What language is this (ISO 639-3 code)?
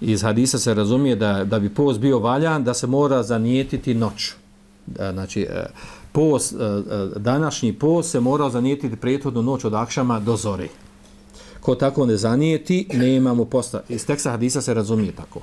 bos